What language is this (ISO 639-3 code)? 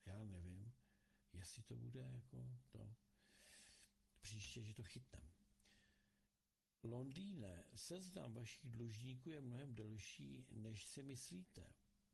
ces